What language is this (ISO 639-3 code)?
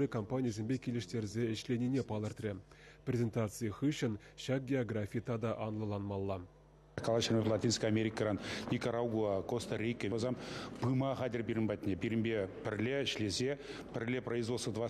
chv